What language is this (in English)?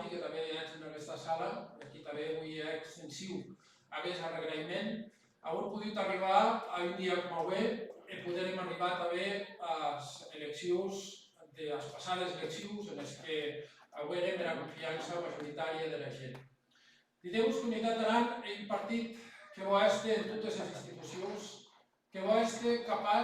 Occitan